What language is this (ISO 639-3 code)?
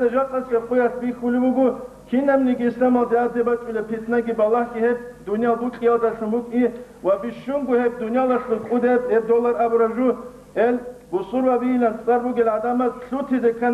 ava